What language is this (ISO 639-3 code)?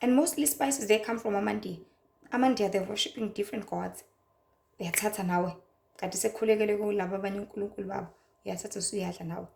zul